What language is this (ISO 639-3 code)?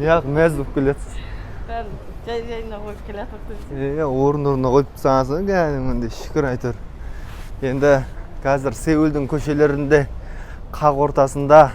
kaz